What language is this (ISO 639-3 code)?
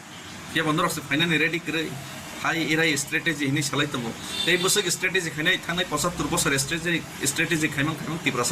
trp